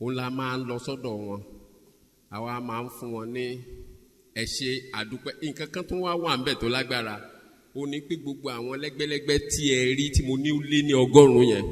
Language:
Yoruba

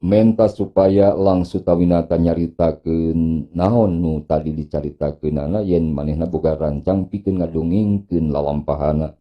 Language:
Sundanese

